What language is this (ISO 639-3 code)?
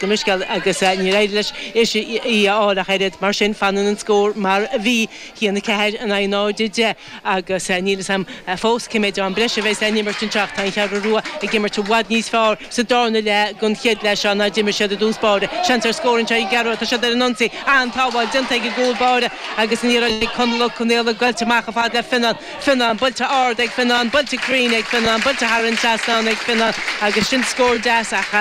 gle